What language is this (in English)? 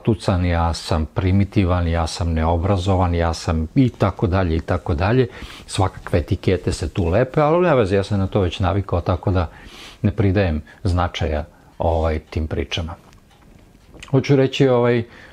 Serbian